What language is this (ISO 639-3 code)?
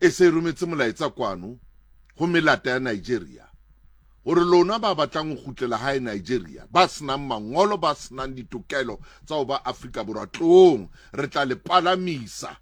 sot